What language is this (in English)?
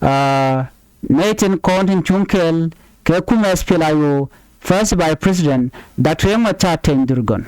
Nuer